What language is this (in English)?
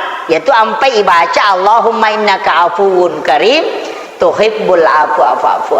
Buginese